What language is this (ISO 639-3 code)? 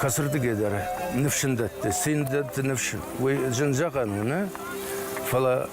oss